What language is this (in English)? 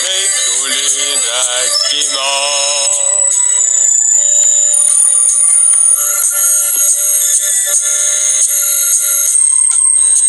Estonian